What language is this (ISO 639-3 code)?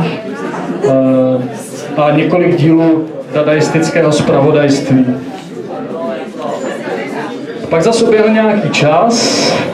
ces